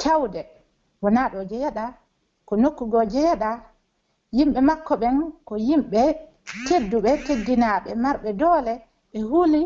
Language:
Pular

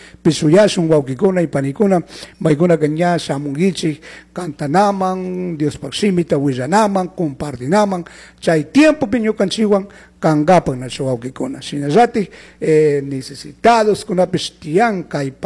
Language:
Chimborazo Highland Quichua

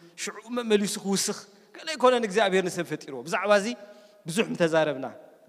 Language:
Tigrinya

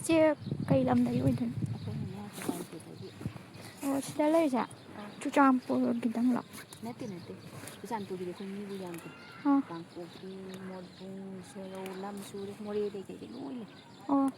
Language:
Manipuri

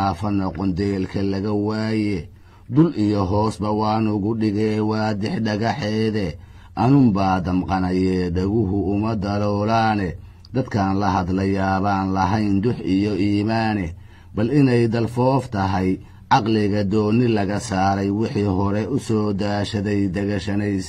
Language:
Somali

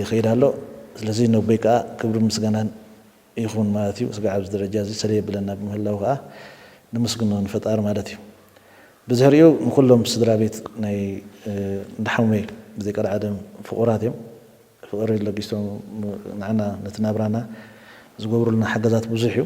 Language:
Tigrinya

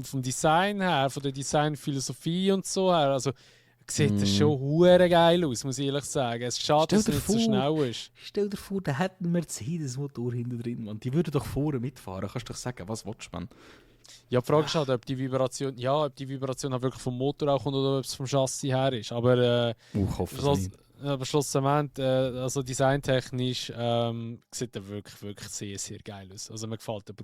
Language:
Swiss German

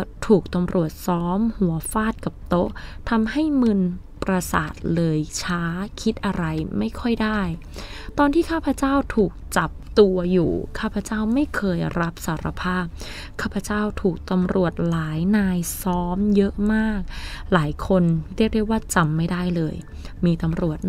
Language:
Thai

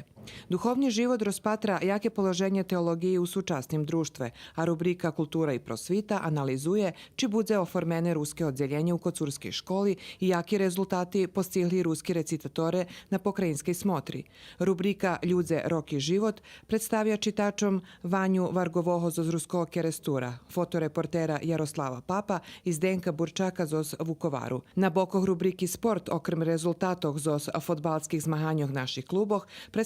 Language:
Rusyn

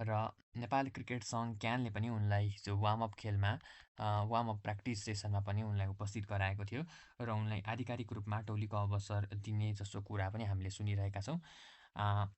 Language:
Nepali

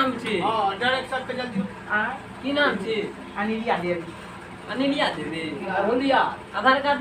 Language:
Maithili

